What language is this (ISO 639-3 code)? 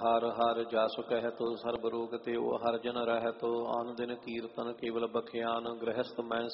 pan